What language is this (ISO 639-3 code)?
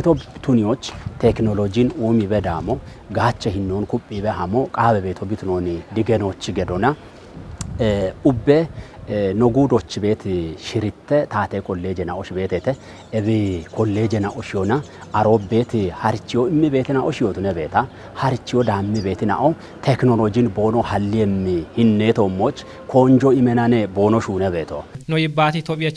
kbr